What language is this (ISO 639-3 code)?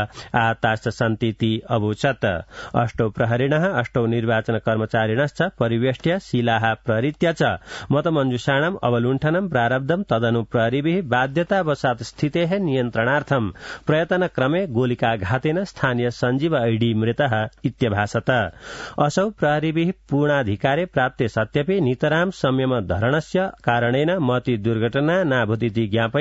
san